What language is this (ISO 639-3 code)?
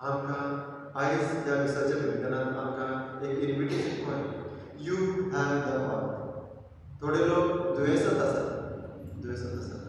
kok